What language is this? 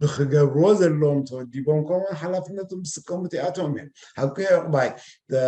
Tigrinya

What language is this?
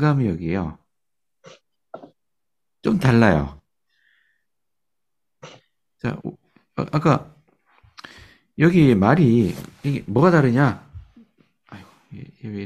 Korean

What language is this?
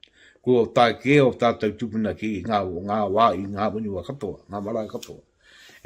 Māori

